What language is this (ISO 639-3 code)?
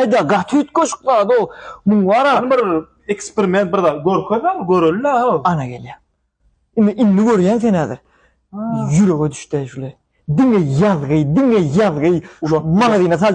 tuk